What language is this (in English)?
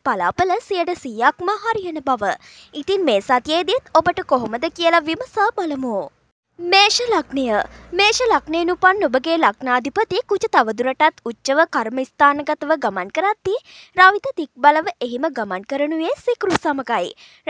Sinhala